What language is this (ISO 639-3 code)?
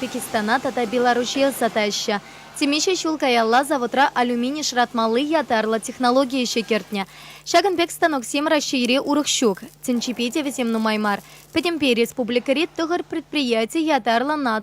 chv